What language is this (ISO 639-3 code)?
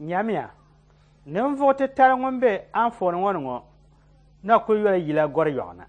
dag